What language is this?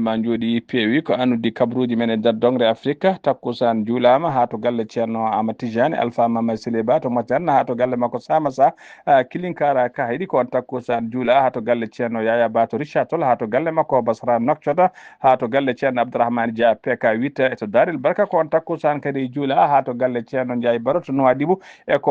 Fula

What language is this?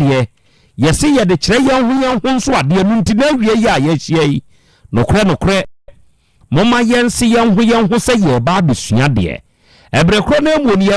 Akan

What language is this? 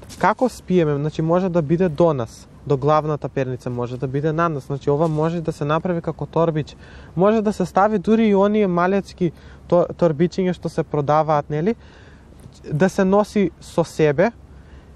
Macedonian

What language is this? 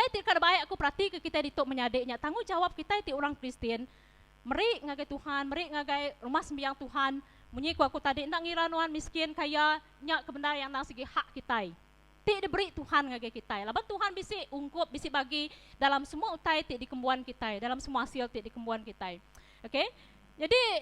Iban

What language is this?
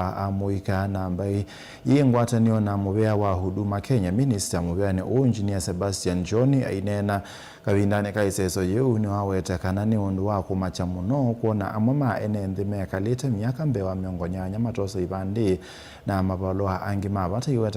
Kamba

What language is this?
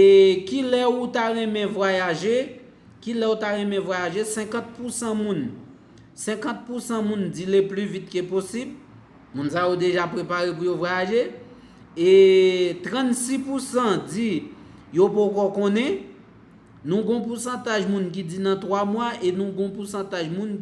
Haitian Creole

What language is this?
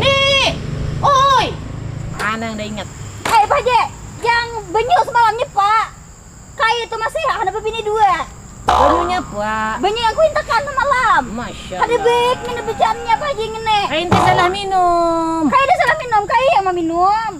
Banjar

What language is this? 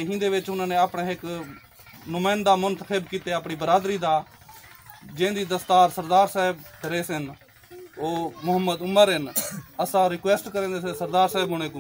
Saraiki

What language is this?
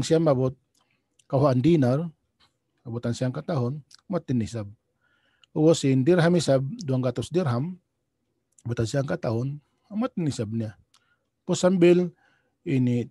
Tausug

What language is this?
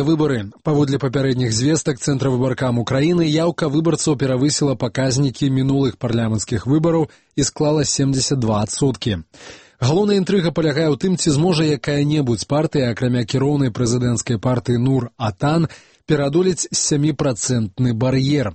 Belarusian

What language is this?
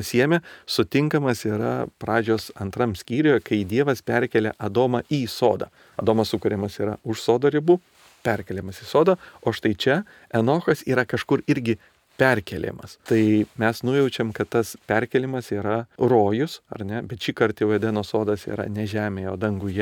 Lithuanian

